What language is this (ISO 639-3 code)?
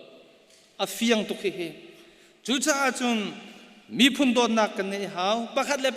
cnh